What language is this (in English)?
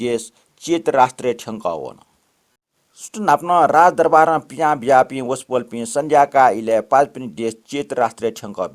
Newari